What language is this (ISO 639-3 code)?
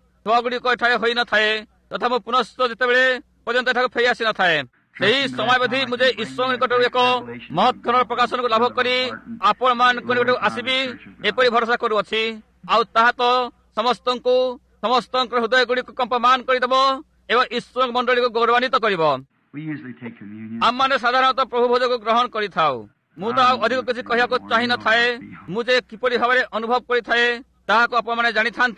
ori